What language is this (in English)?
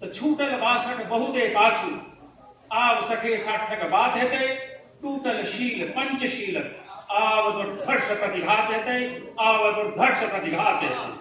Maithili